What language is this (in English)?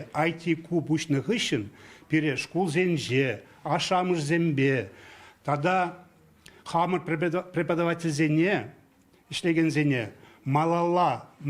Chuvash